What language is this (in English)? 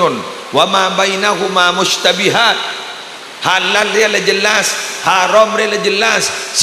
Madurese